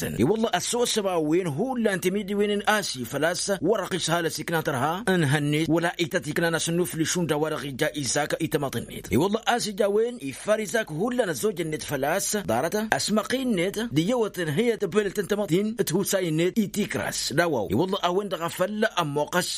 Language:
Tamasheq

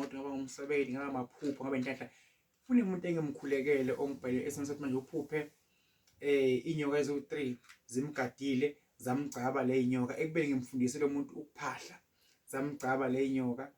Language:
Zulu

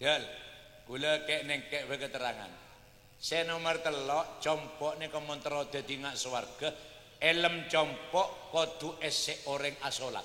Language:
Madurese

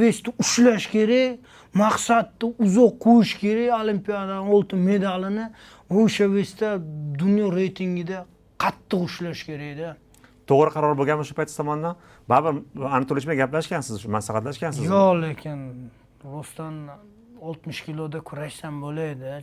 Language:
Uzbek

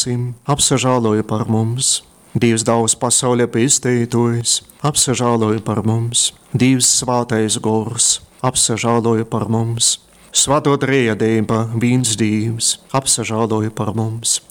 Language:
Latgalian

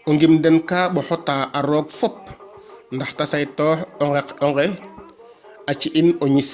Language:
Serer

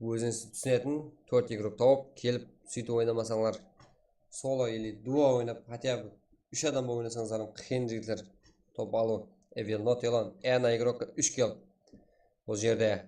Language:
Kara-Kalpak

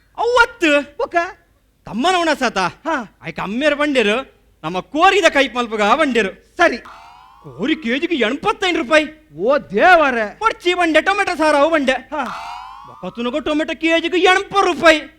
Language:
Tulu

